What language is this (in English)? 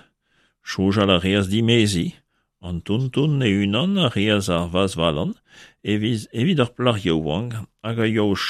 Breton